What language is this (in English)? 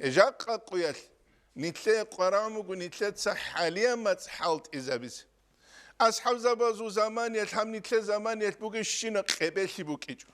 Avaric